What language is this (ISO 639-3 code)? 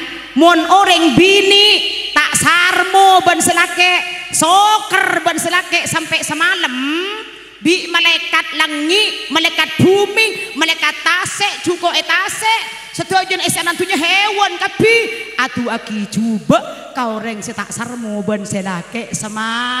mad